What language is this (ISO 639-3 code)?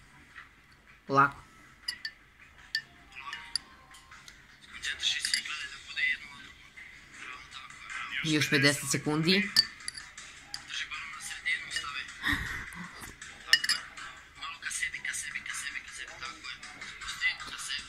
srp